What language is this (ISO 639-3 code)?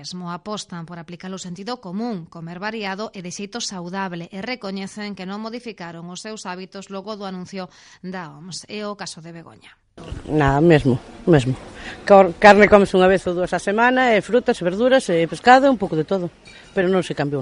glg